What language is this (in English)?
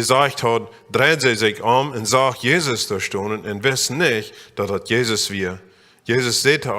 Plautdietsch